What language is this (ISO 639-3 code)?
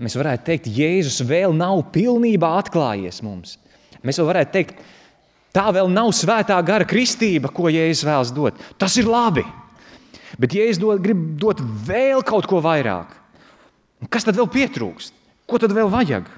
lav